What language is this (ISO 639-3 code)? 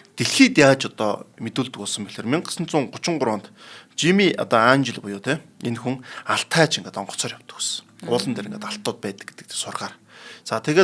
mon